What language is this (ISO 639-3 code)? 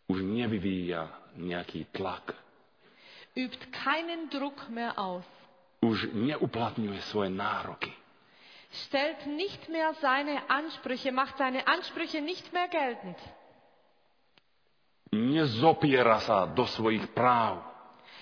slk